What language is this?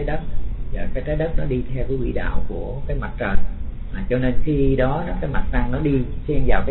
Vietnamese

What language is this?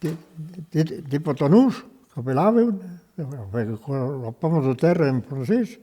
Occitan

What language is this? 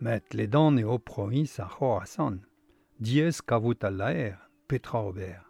Breton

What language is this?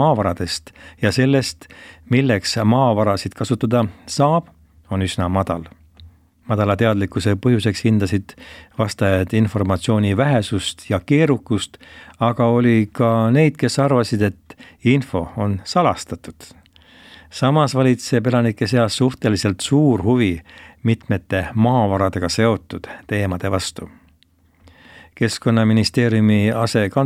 Estonian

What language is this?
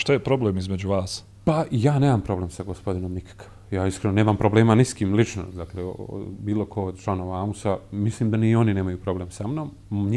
Bosnian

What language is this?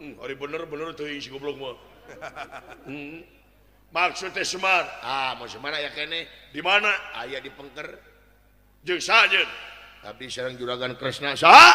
Sundanese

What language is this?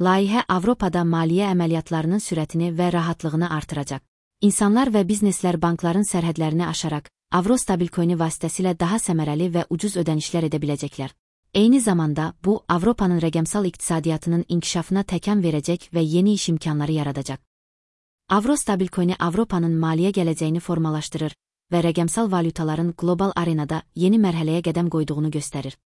Azerbaijani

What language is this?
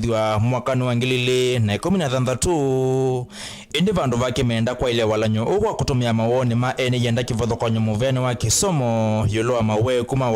Kamba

